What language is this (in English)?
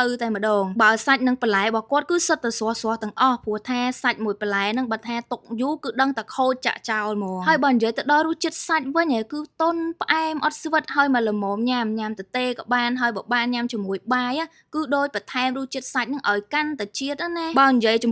Khmer